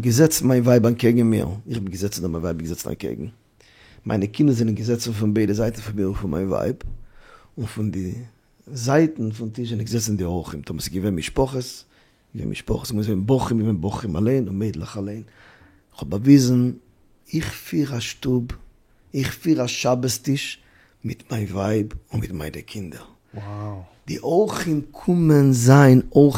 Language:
Yiddish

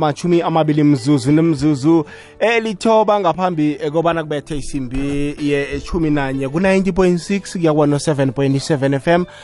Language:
South Ndebele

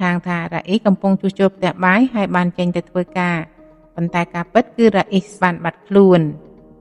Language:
Khmer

